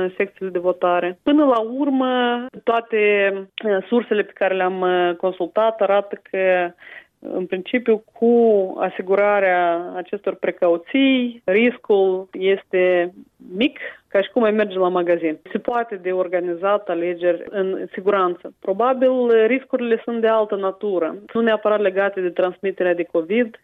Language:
Romanian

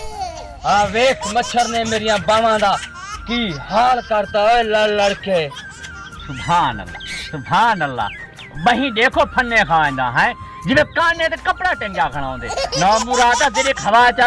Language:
Saraiki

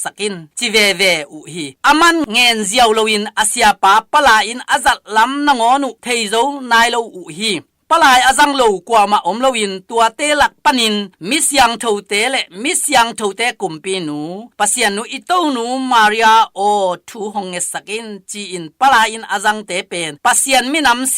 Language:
Tedim Chin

